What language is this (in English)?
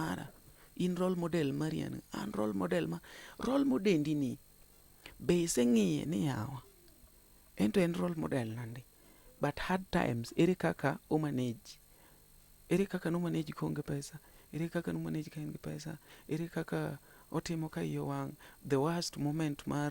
Luo (Kenya and Tanzania)